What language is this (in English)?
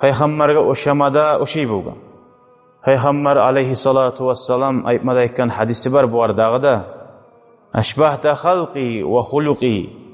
Kumyk